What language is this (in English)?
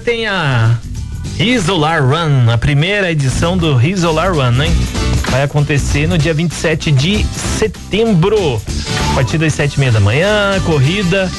Portuguese